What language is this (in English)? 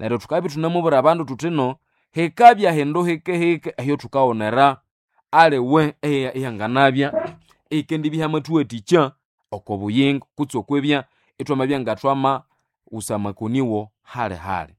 Nande